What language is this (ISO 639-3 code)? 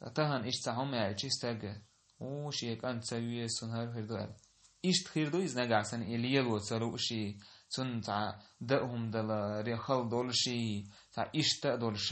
che